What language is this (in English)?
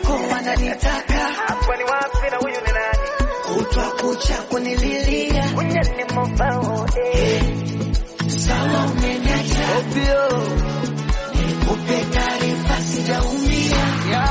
Swahili